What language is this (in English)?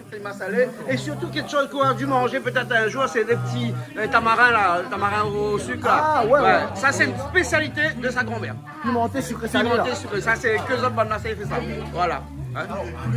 Réunion Creole French